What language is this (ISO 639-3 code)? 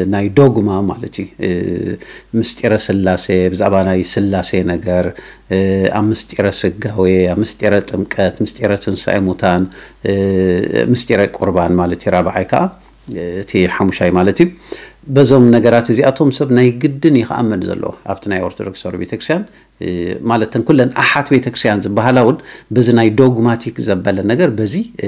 tir